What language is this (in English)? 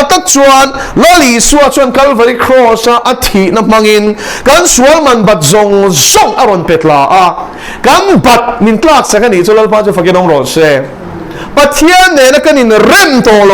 Mizo